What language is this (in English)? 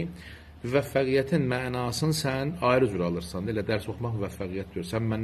South Azerbaijani